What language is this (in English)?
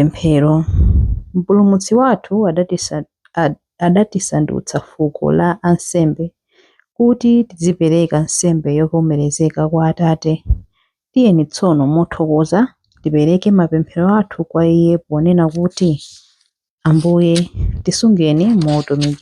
Nyanja